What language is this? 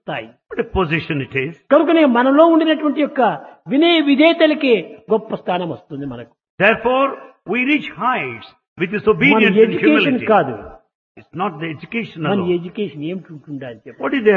Telugu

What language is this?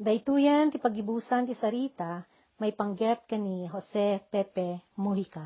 Iloko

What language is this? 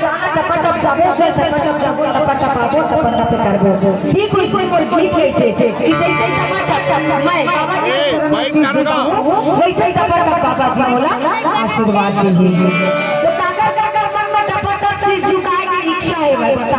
Chhattisgarhi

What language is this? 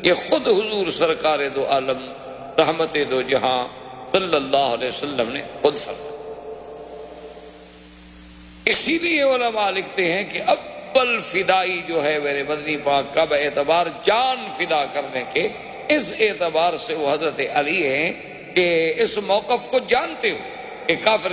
Urdu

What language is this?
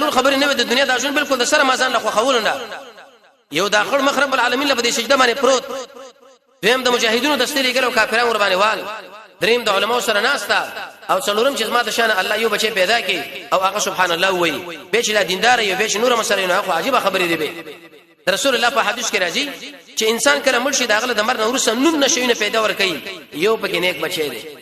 Pashto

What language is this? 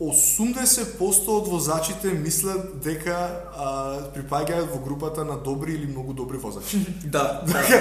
Macedonian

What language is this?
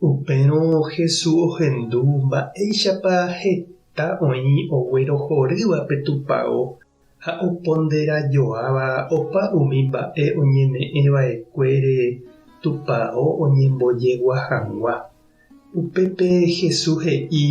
Guarani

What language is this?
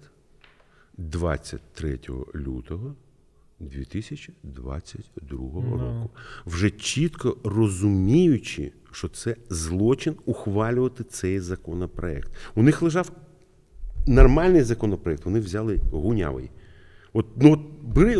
Ukrainian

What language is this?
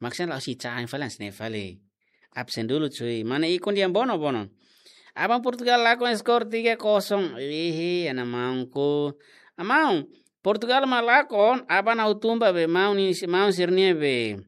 Tetum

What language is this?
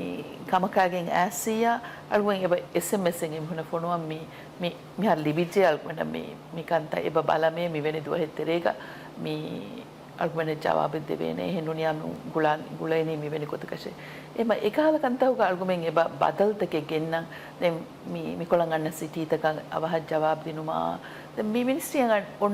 Divehi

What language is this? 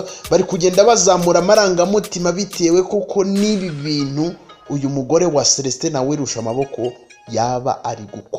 Kinyarwanda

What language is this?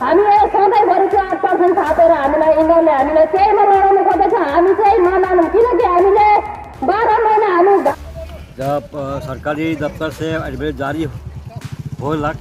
Sadri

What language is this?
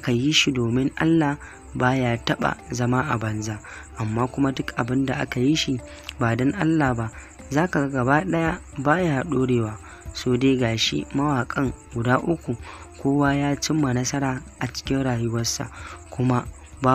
Hausa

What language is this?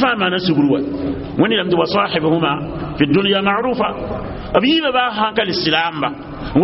Mossi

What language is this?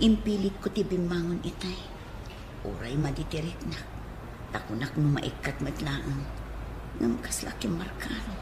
Iloko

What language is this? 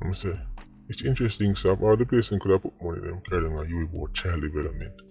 Jamaican Creole English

